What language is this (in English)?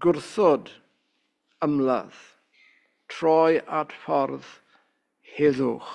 Welsh